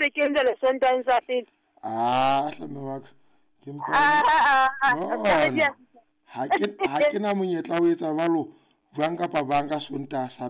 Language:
Southern Sotho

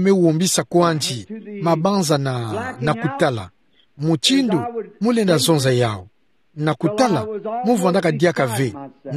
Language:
Kituba (Democratic Republic of Congo)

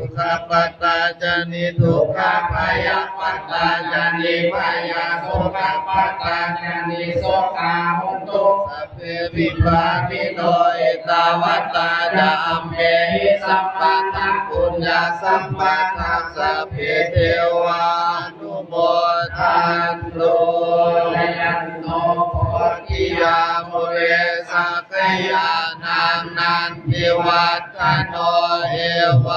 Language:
Pali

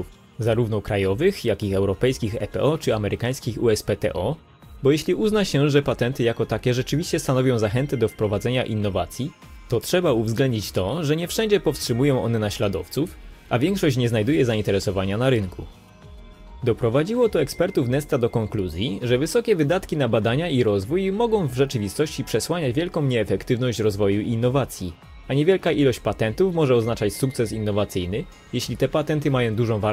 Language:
Polish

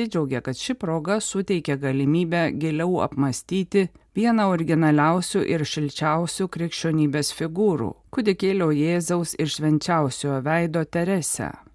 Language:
Lithuanian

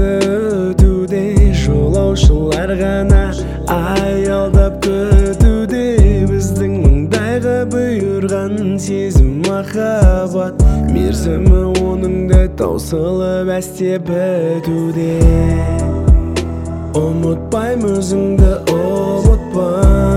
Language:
Kazakh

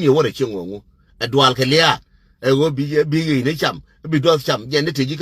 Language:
Nuer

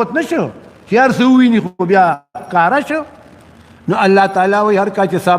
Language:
Pashto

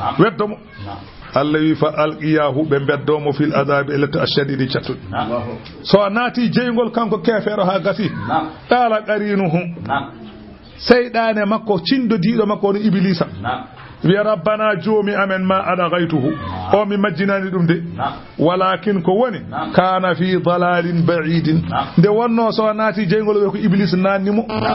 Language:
Fula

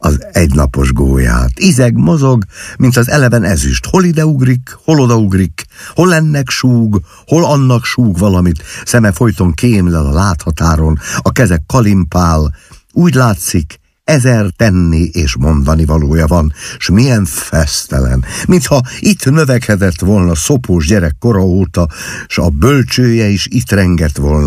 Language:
Hungarian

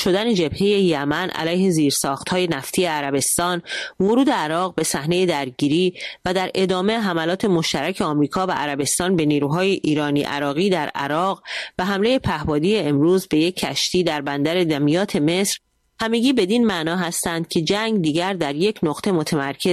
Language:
Persian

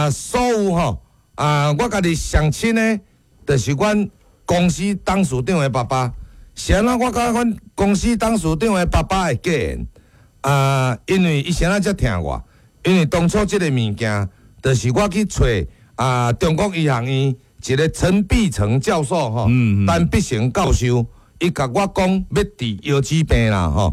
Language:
Min Nan Chinese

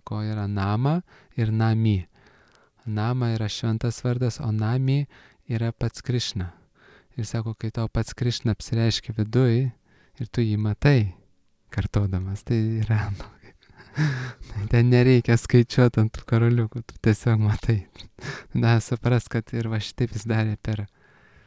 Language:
Lithuanian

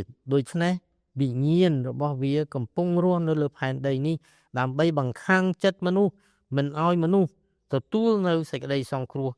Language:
Khmer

